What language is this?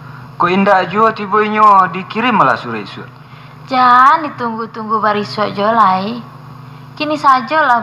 Minangkabau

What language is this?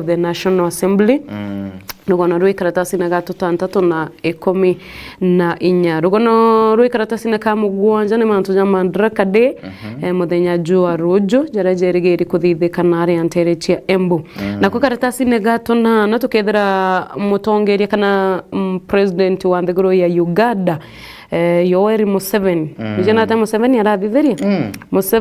Meru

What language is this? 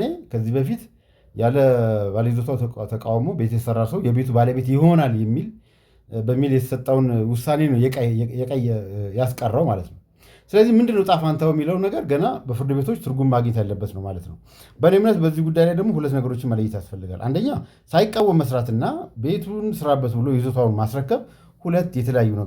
Amharic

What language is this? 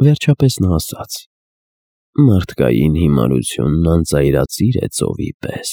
Armenian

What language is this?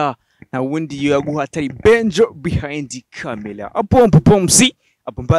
Rundi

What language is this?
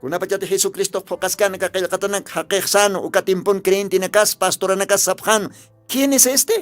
Aymara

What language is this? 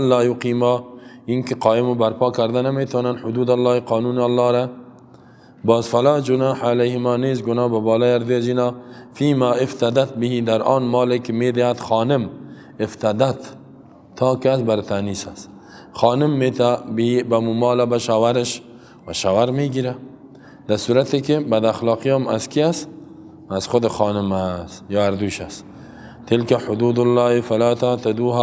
Persian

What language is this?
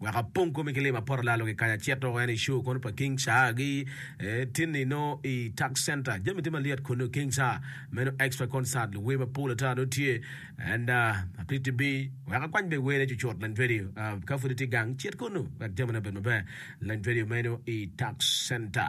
Acoli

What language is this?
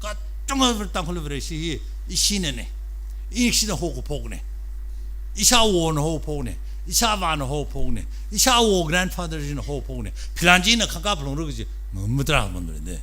Tangkhul Naga (India)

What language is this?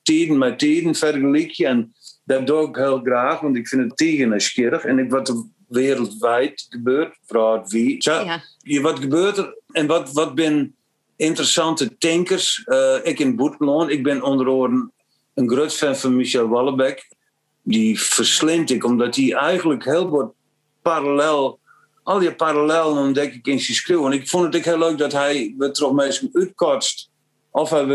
Western Frisian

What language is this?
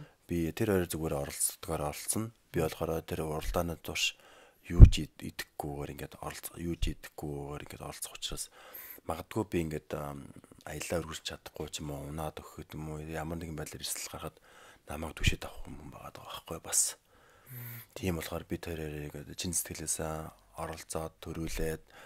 Mongolian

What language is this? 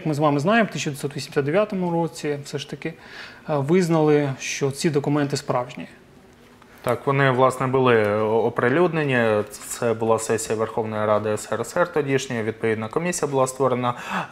Ukrainian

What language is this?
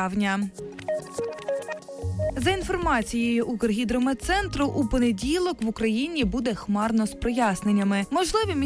Ukrainian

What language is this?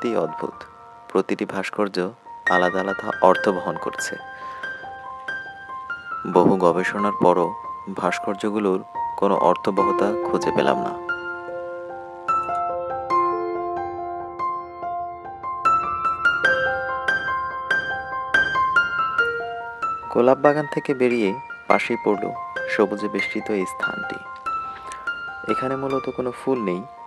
Bangla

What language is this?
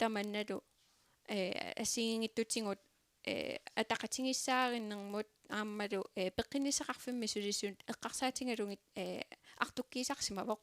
Kalaallisut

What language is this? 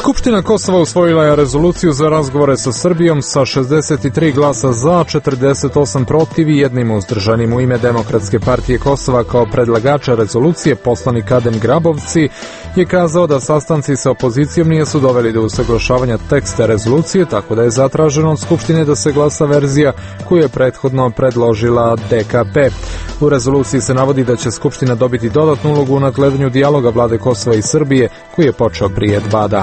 Serbian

